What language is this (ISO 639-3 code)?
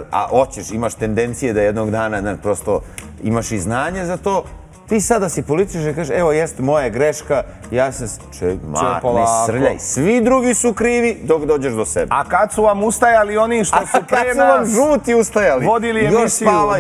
srp